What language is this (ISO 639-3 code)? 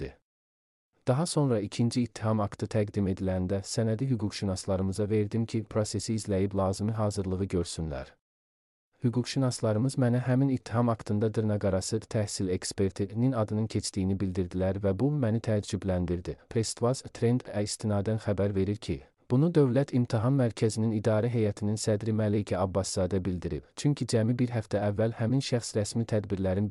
aze